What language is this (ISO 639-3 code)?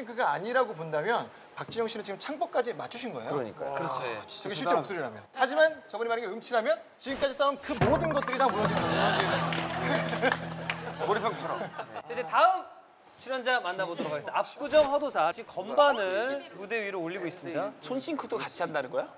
kor